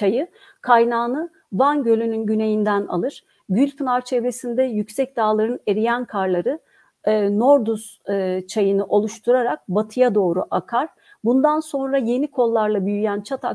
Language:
Turkish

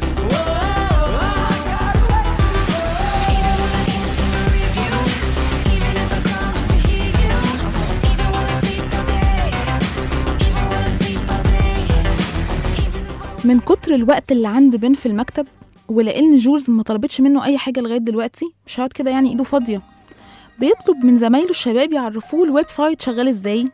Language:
Egyptian Arabic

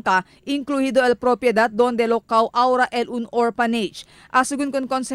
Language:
Chavacano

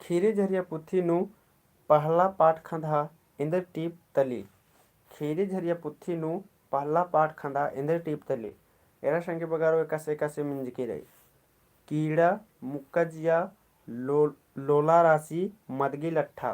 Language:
Kurukh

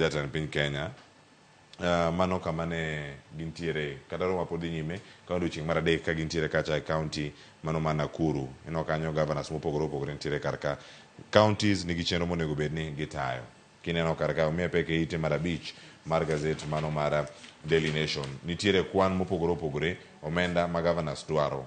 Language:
Luo (Kenya and Tanzania)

